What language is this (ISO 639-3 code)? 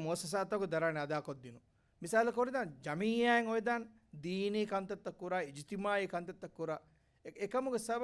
div